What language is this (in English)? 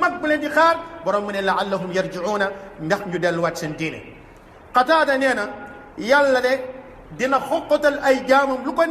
Wolof